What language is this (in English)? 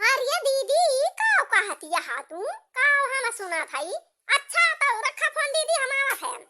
Awadhi